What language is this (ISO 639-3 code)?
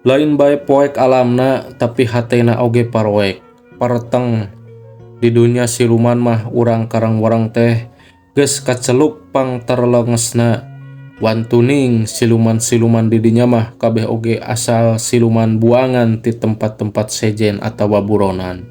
sun